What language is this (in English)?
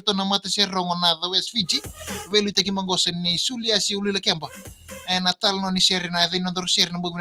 Fijian